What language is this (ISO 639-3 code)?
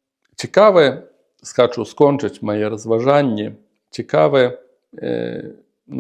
bel